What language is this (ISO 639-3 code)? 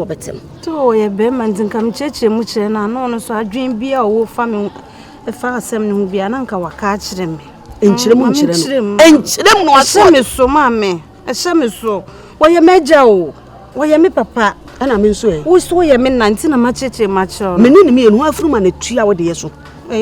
aka